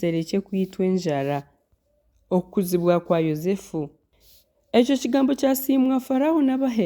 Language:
Nyankole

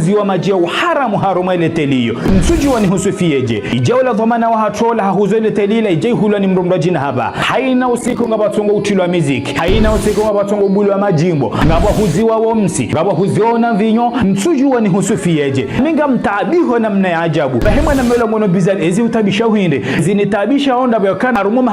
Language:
Ngazidja Comorian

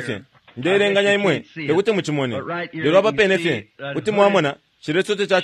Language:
Bemba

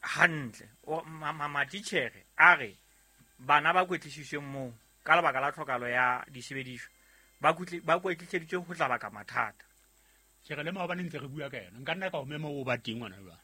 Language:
Southern Sotho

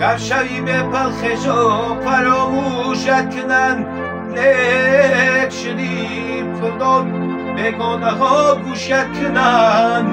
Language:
Tajik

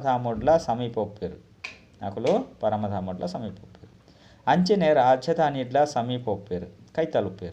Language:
Tulu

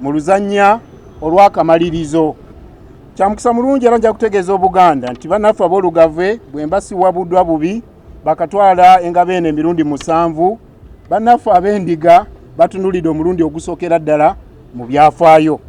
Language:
Ganda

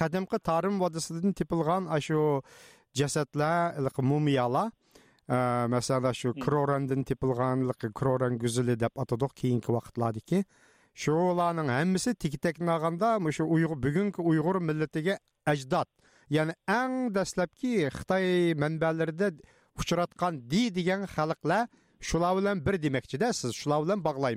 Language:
Uyghur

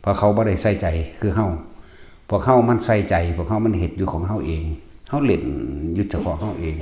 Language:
Northeastern Thai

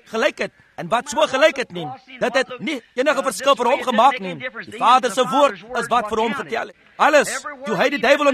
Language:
Afrikaans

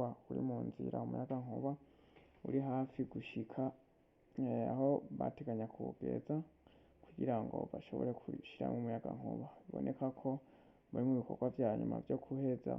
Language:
Rundi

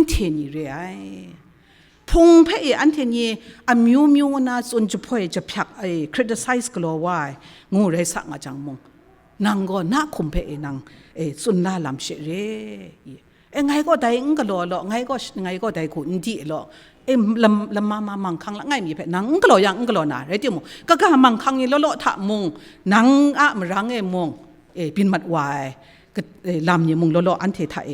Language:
Kachin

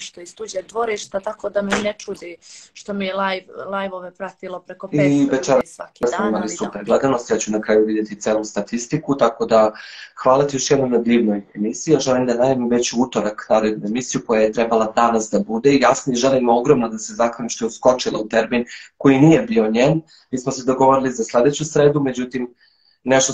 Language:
Serbian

